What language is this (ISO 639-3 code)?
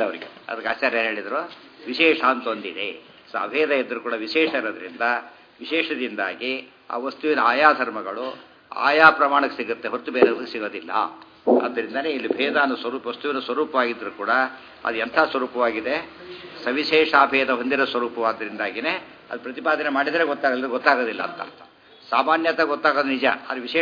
kan